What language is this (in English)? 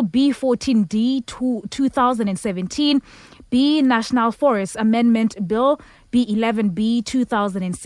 Xhosa